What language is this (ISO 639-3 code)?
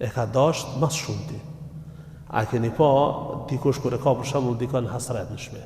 sqi